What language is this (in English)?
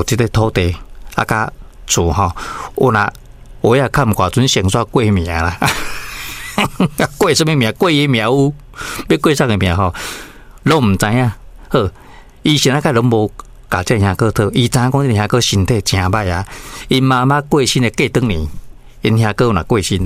Min Nan Chinese